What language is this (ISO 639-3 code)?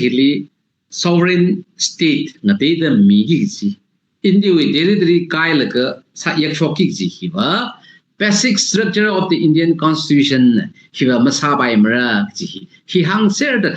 nmf